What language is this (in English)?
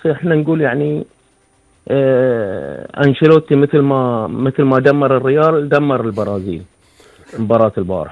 Gulf Arabic